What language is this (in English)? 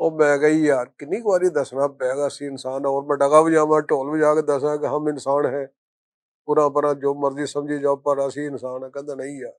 Western Panjabi